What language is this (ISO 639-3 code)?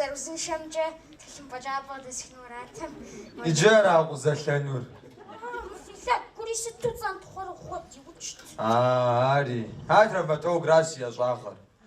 kbd